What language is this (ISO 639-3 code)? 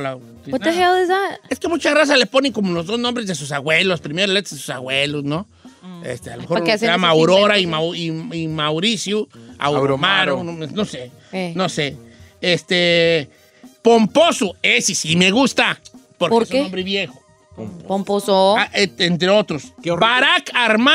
spa